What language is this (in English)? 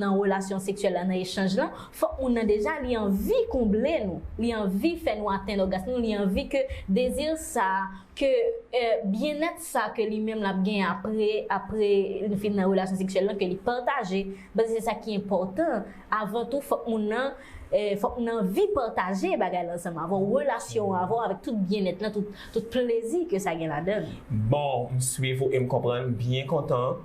Haitian Creole